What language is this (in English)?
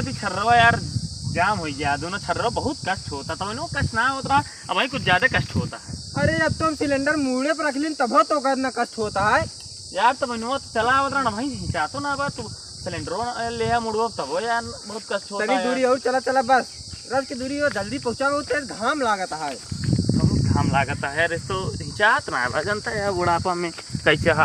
Awadhi